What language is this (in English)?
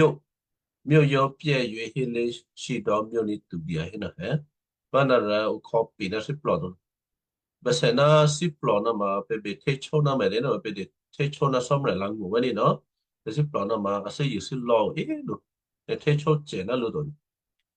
Western Kayah